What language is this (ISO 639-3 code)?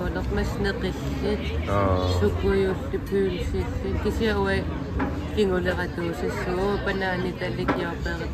kal